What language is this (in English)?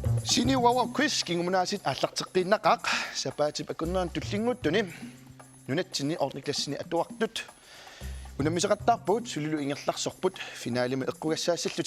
Kalaallisut